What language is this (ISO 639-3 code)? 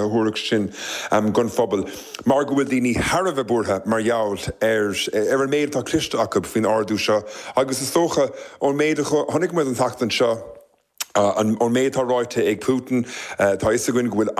gle